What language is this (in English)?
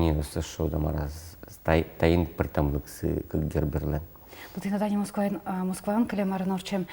Udmurt